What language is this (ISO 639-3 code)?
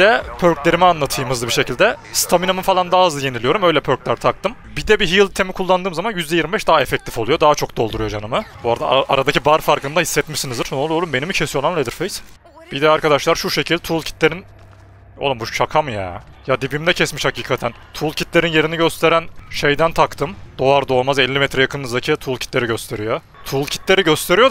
tur